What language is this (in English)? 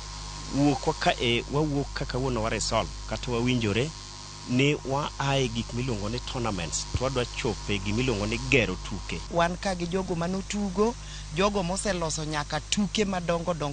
Luo (Kenya and Tanzania)